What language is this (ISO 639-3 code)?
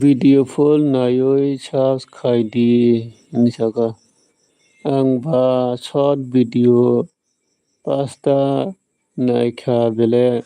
trp